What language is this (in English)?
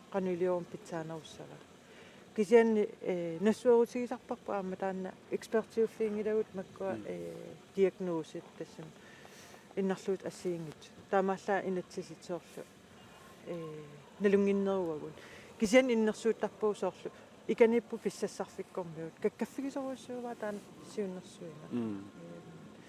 Kalaallisut